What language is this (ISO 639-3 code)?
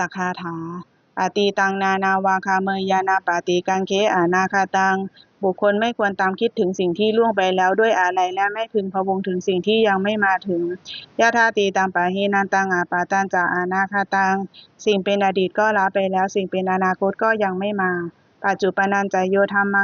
pli